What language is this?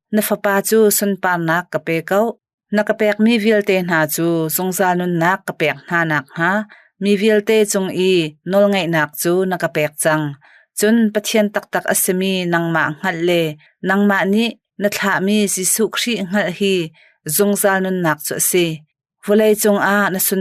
Hakha Chin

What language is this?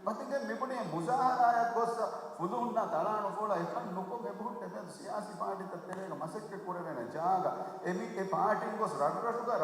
Divehi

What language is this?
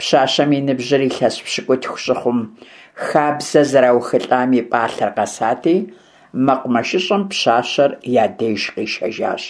Kabardian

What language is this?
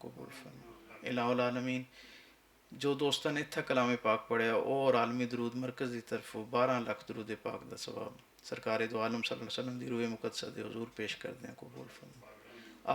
Western Panjabi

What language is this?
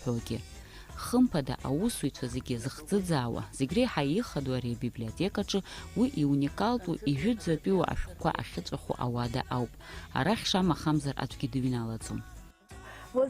Abkhazian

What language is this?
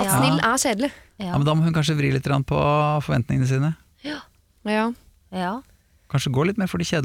Norwegian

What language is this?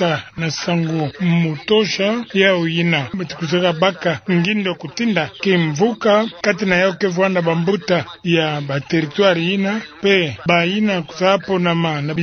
Kituba (Democratic Republic of Congo)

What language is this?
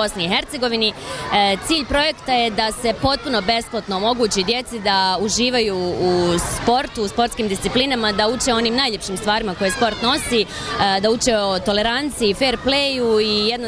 Bosnian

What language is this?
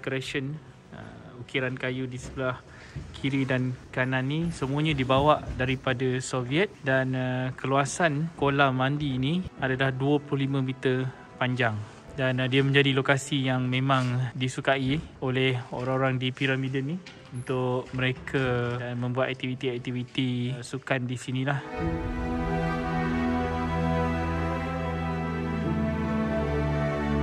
Malay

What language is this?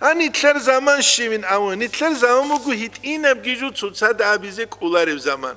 Avaric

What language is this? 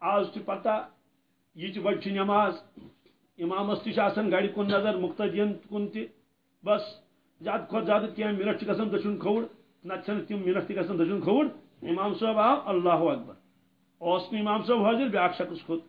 Kashmiri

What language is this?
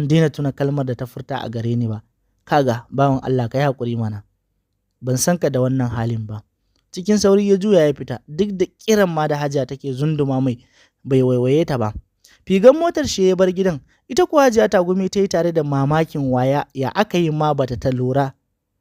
Hausa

